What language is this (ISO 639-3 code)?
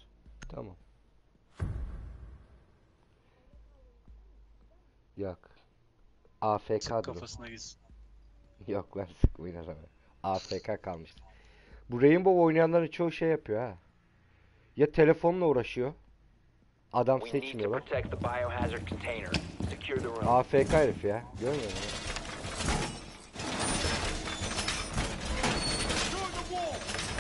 tur